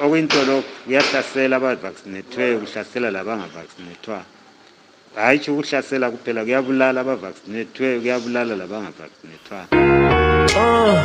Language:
North Ndebele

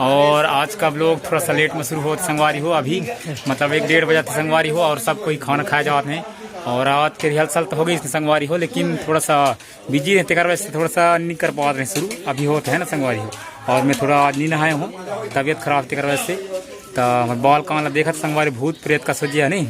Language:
Chhattisgarhi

